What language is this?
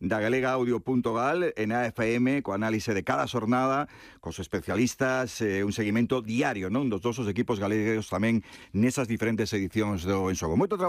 Galician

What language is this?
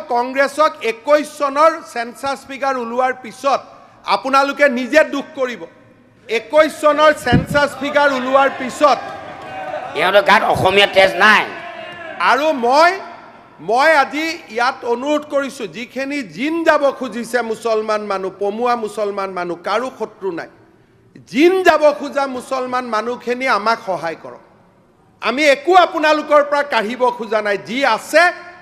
Assamese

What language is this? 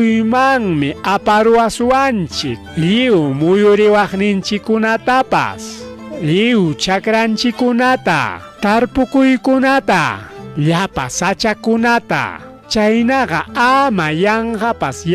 Ayacucho Quechua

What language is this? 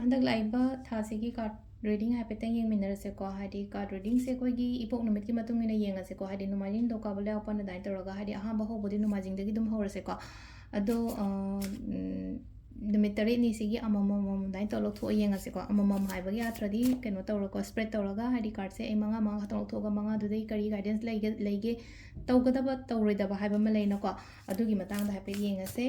Manipuri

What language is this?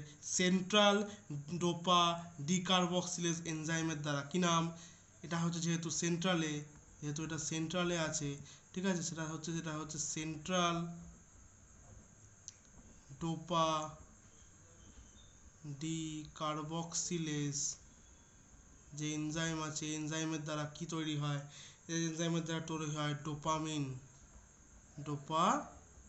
Bangla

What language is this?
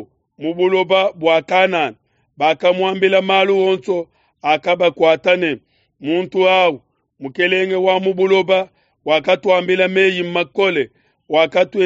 Luba-Lulua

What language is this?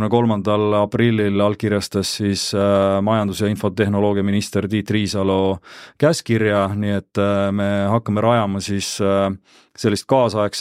Estonian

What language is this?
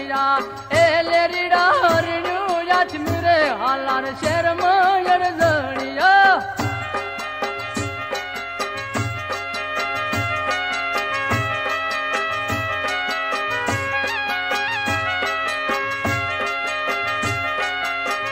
Gujarati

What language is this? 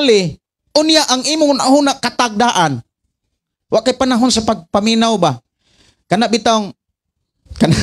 Cebuano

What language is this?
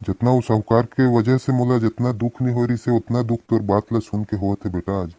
Chhattisgarhi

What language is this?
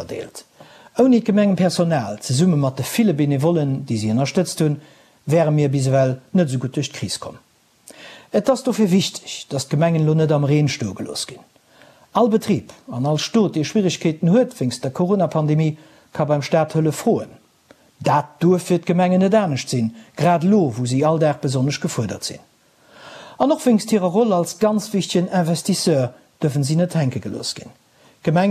Luxembourgish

